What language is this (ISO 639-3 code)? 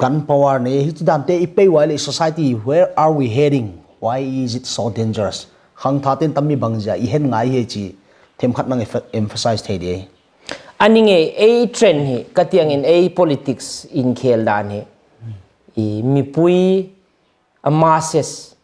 hmr